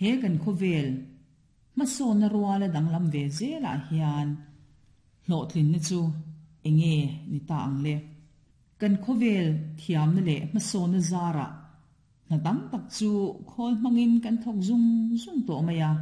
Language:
Mizo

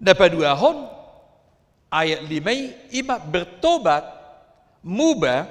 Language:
Batak Toba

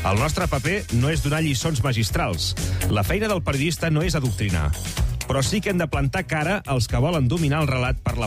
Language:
Catalan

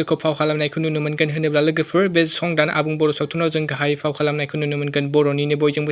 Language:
Bodo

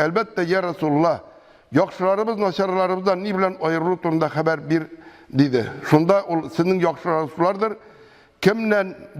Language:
Tatar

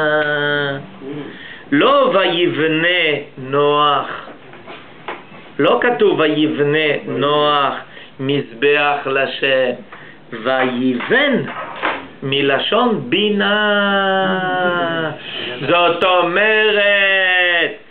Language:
Hebrew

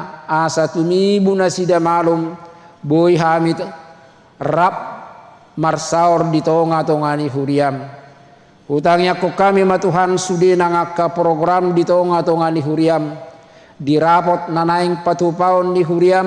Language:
Batak Toba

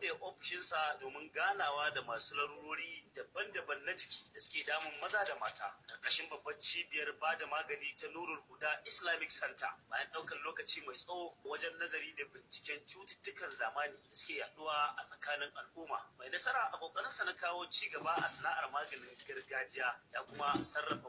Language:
Hausa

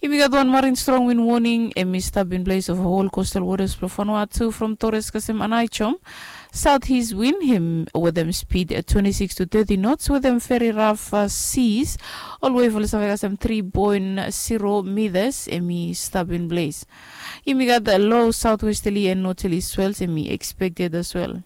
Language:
Bislama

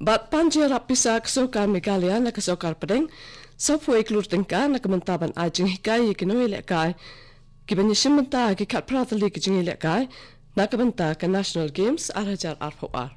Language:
Khasi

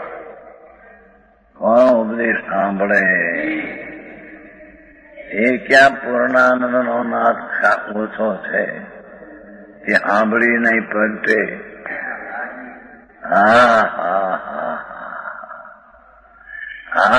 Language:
Gujarati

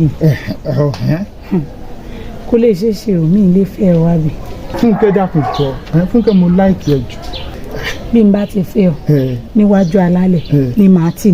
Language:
Yoruba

